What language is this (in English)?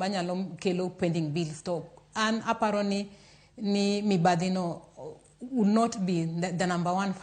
Luo (Kenya and Tanzania)